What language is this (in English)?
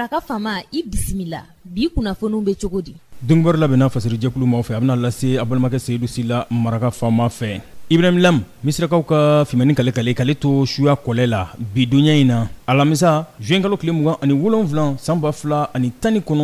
Bambara